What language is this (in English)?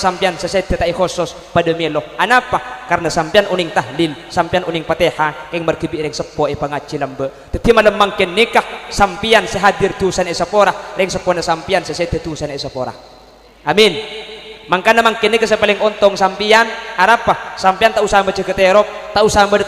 Madurese